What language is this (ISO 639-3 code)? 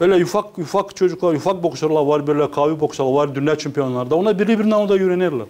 gag